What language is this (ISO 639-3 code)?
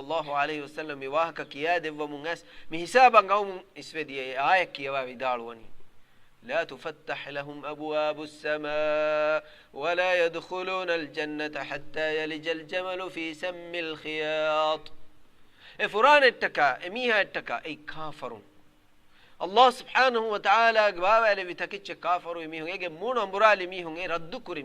div